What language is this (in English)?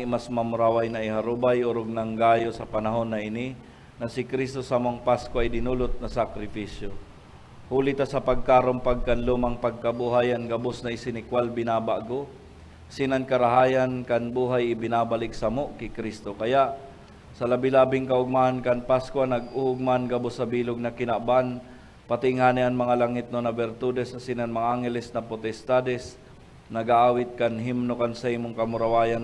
Bikol